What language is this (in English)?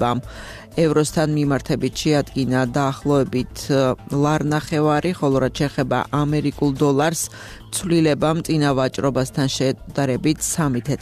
Georgian